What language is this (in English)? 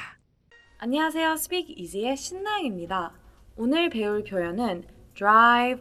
Korean